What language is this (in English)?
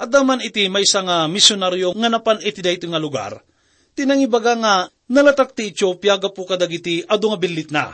Iloko